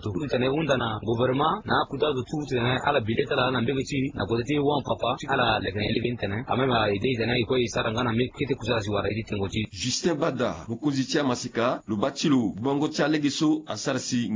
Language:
Sango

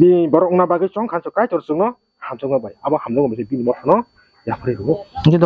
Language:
Kok Borok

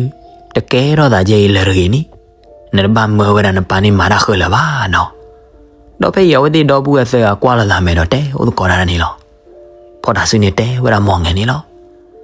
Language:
S'gaw Karen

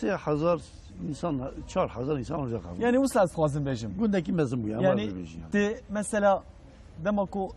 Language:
Kurdish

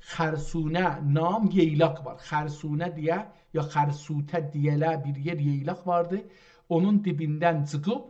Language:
South Azerbaijani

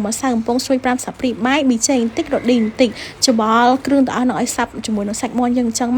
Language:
Khmer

